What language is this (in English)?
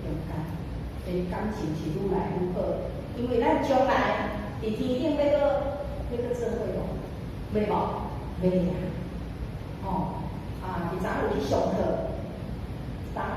Min Nan Chinese